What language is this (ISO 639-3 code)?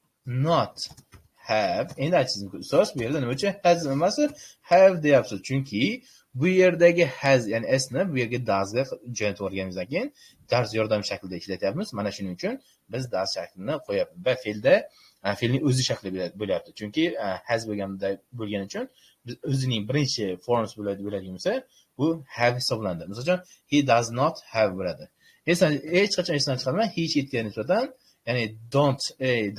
uzb